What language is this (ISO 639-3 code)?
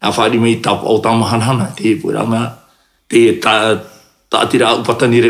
tah